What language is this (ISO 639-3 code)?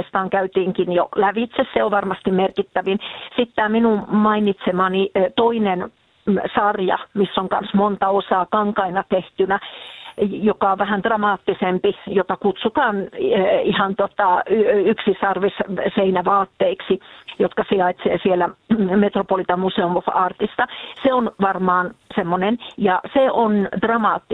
fin